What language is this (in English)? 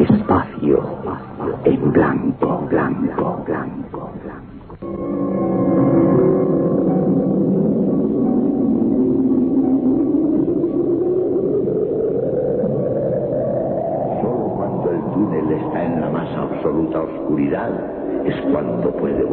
Spanish